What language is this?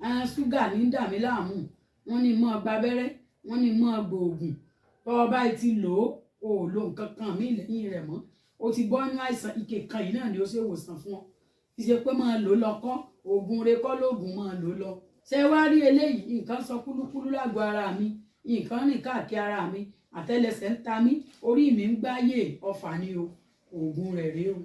Yoruba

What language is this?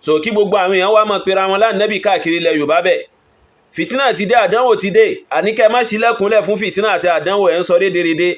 Yoruba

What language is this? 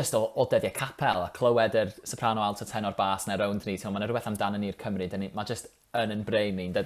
Welsh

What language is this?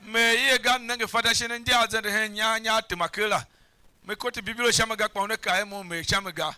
Tiv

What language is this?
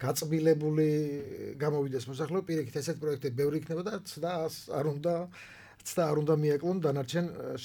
Georgian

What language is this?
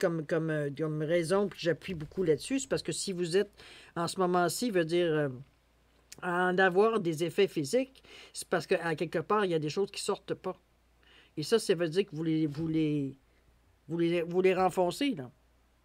French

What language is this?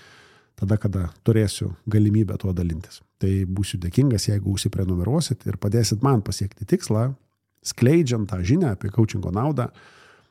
Lithuanian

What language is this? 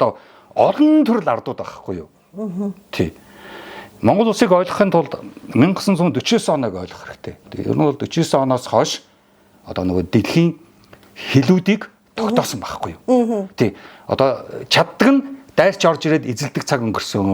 Mongolian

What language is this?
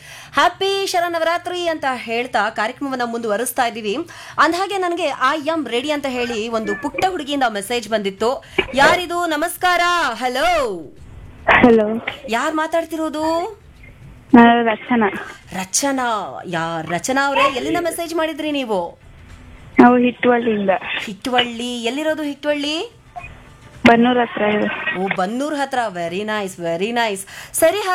Kannada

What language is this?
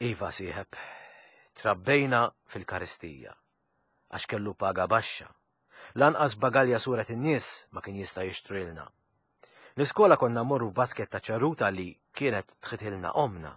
Maltese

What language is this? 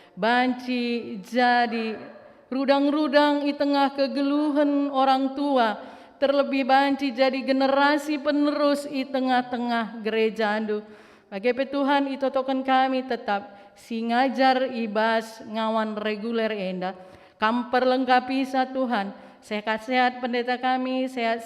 Batak Karo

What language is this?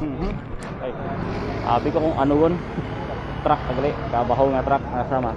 Hiligaynon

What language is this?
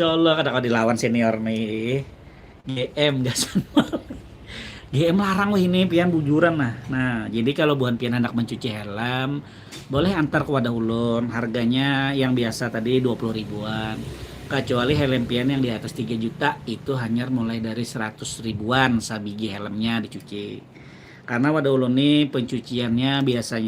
Banjar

